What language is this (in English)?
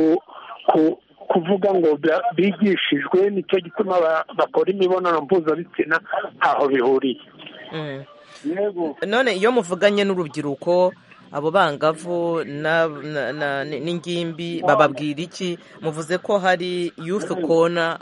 Kinyarwanda